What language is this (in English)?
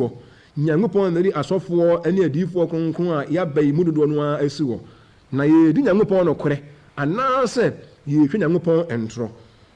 Akan